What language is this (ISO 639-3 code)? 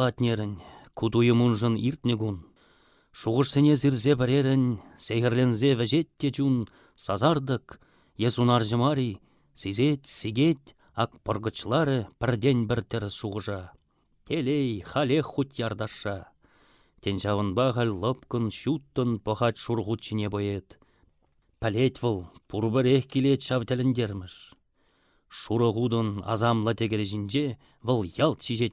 chv